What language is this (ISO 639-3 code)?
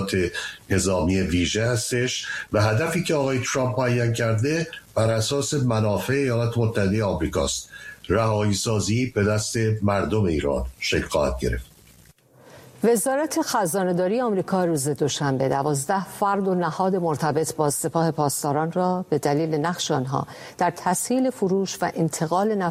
fas